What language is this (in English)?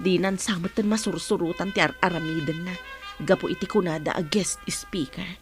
Iloko